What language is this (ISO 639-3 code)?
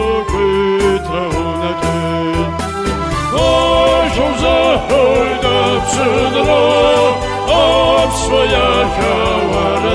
abk